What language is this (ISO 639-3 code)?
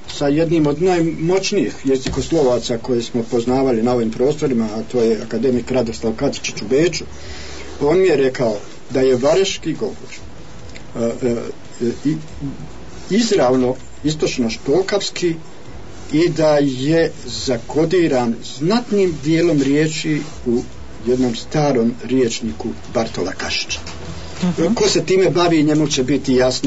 bos